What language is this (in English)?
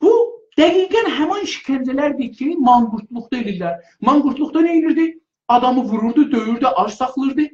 South Azerbaijani